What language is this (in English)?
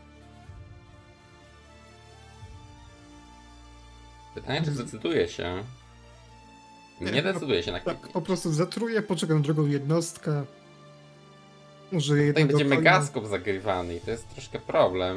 Polish